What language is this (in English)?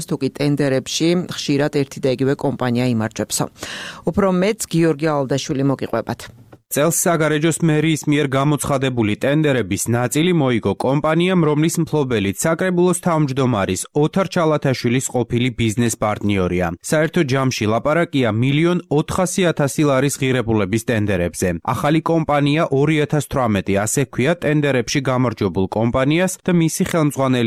Georgian